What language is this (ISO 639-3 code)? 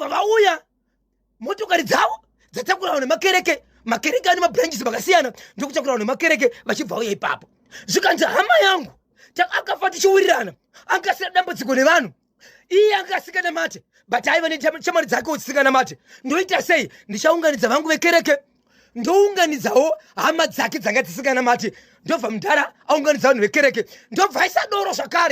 sna